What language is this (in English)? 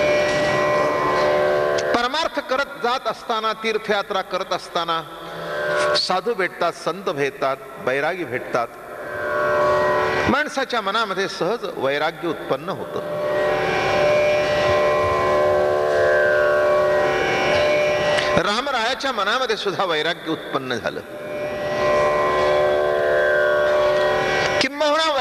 Marathi